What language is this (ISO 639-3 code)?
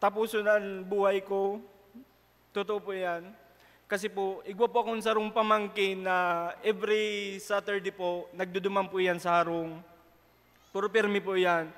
bik